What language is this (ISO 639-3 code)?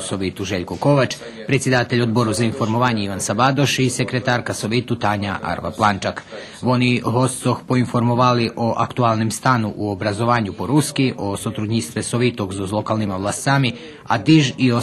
rue